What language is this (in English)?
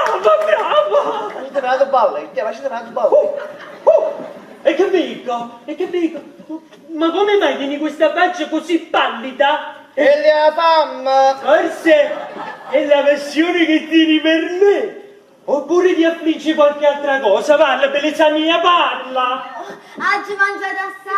Neapolitan